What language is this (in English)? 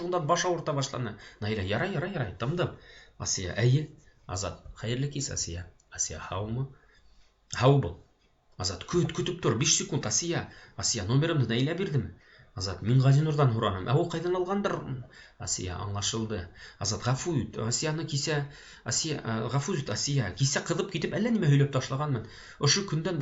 Bashkir